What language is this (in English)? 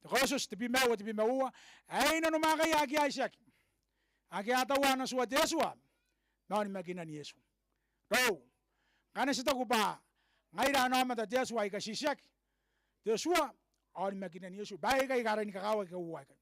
Gilbertese